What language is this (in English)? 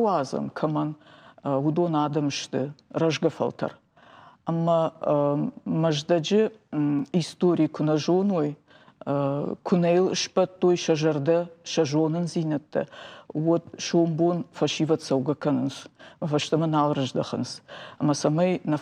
Ossetic